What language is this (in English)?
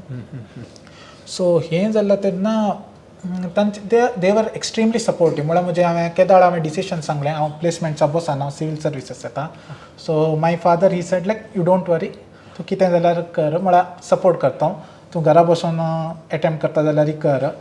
Konkani